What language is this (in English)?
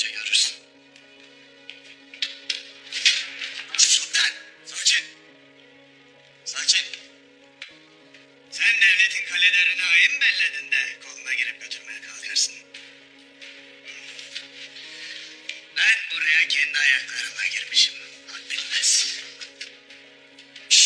Turkish